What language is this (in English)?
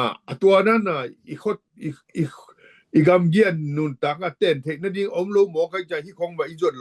Tedim Chin